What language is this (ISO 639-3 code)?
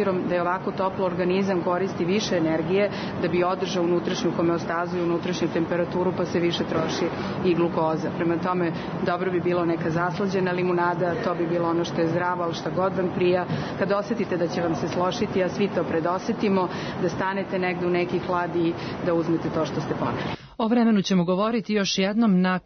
srp